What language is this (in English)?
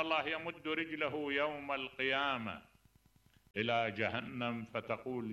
Mesopotamian Arabic